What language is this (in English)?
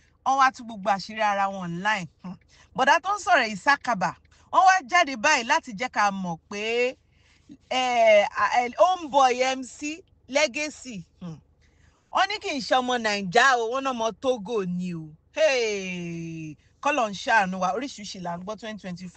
Yoruba